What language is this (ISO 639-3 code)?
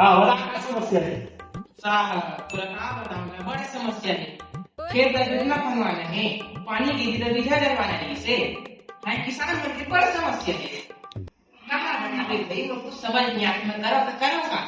hne